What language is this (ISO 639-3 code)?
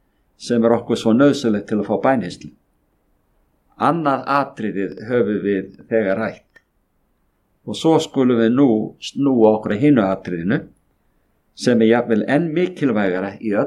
isl